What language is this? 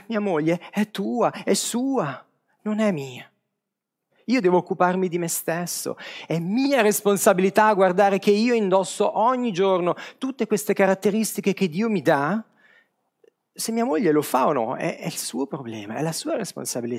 Italian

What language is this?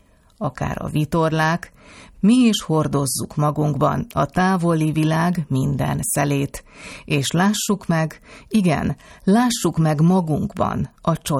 Hungarian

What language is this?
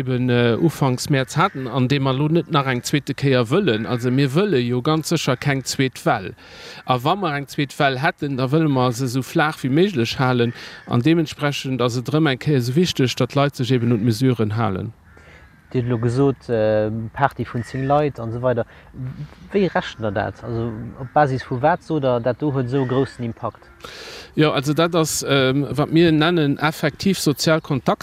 Luxembourgish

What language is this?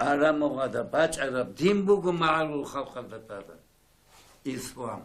Avaric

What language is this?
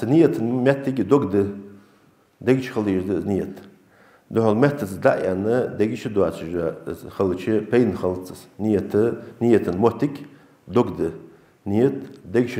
Ingush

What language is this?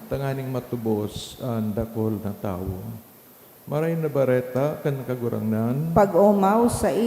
Bikol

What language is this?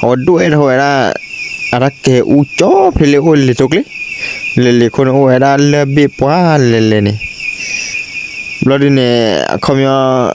S'gaw Karen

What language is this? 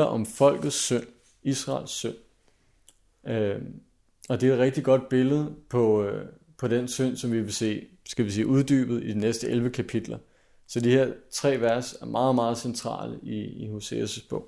Danish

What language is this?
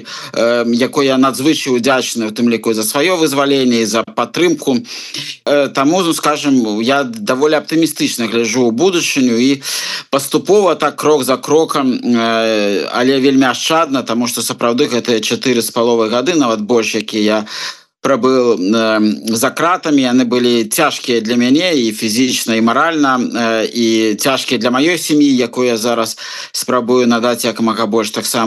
Belarusian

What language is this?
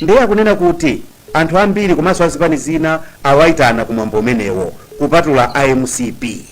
Nyanja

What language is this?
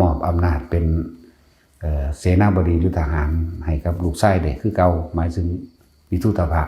Northeastern Thai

